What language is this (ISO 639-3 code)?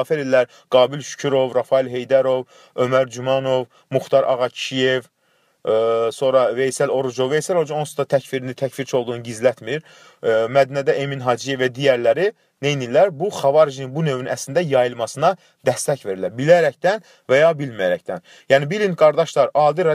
aze